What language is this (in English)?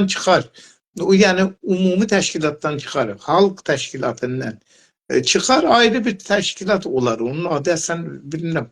South Azerbaijani